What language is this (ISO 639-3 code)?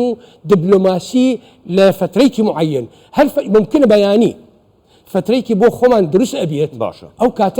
ckb